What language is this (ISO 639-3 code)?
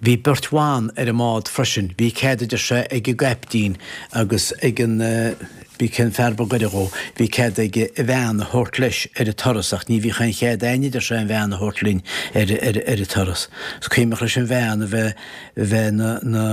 gle